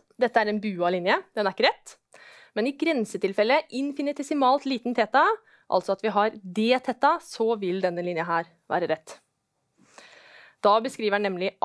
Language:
Norwegian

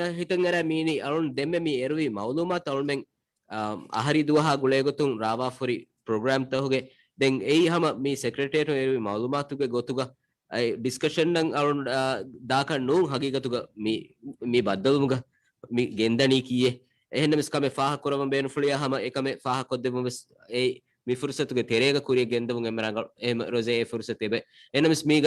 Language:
Divehi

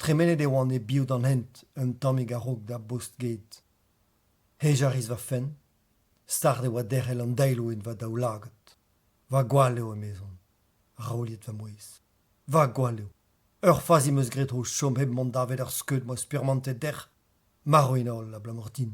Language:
Breton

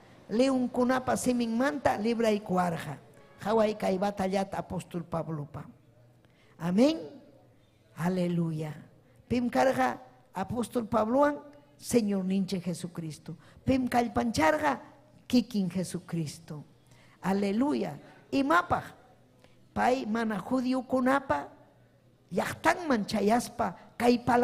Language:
Ayacucho Quechua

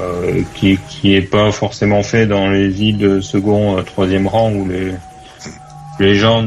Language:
French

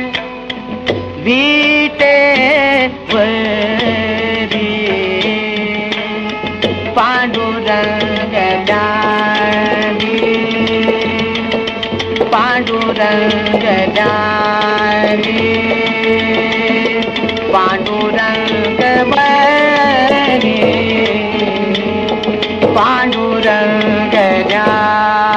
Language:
Marathi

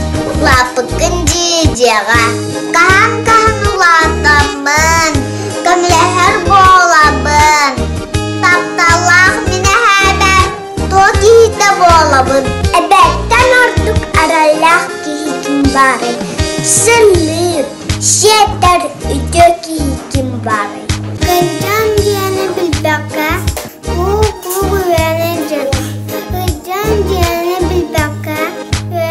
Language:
Yakut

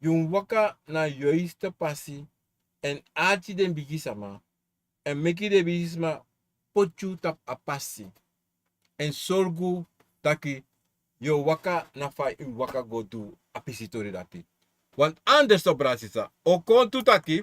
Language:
Sranan Tongo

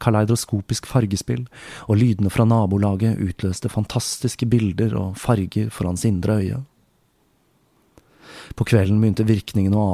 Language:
Norwegian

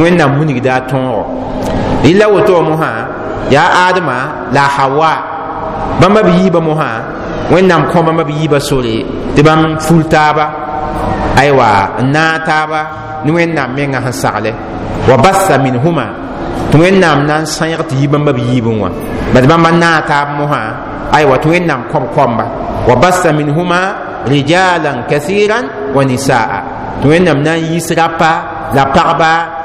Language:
Mossi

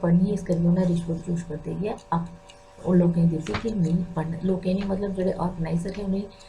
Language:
Dogri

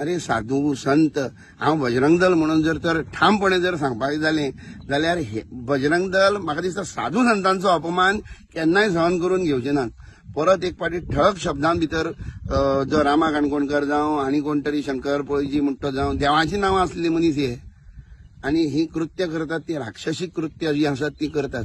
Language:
Konkani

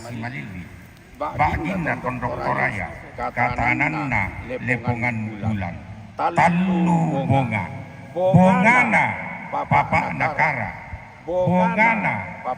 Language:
Toraja-Sa'dan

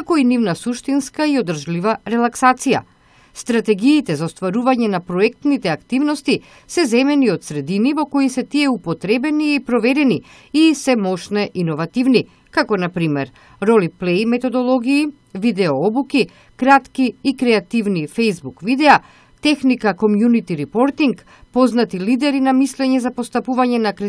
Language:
Macedonian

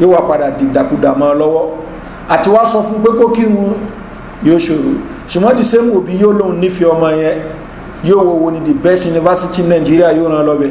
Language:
Yoruba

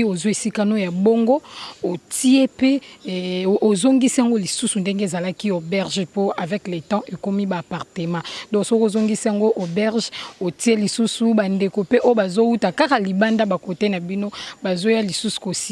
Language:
Lingala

